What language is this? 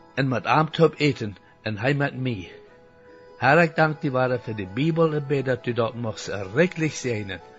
Plautdietsch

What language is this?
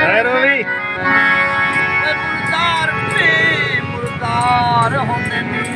Saraiki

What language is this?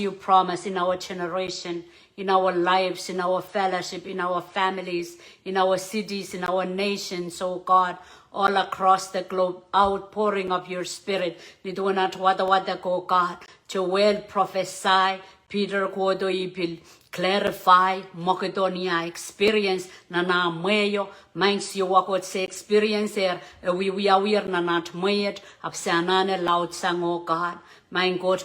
Pohnpeian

